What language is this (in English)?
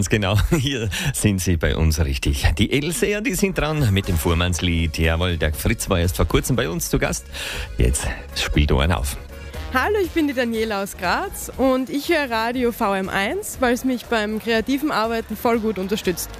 German